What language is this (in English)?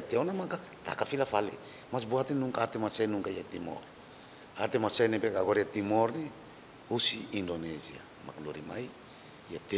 Tetum